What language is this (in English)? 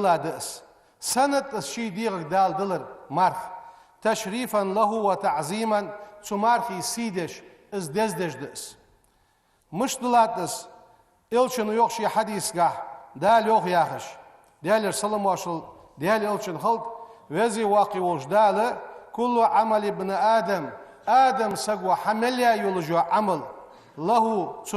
Ingush